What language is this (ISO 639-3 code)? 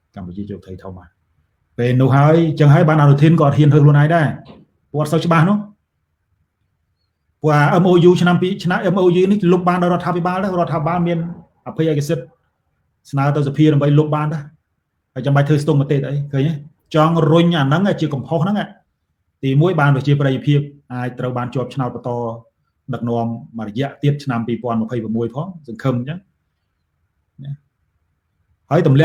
khm